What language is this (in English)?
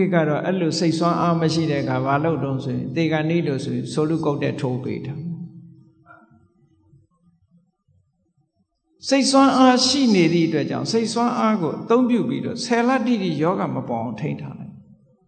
Burmese